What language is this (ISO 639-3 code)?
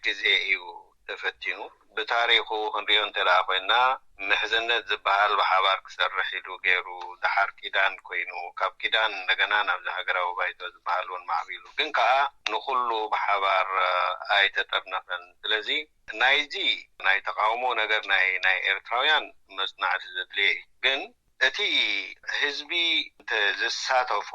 tir